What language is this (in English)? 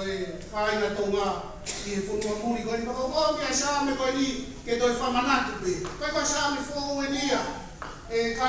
Tongan